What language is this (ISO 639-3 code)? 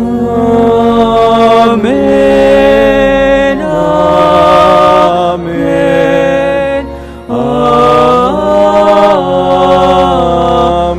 pam